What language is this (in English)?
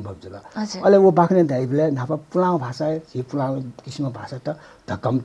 Newari